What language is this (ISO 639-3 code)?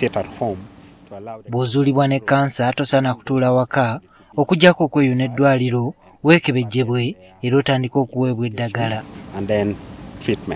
lug